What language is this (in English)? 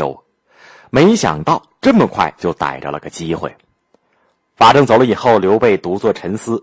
Chinese